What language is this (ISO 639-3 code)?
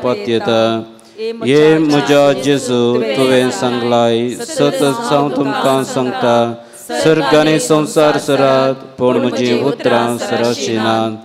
kok